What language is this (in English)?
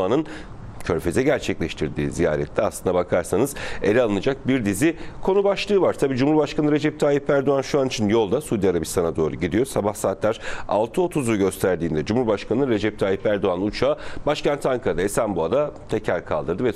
Turkish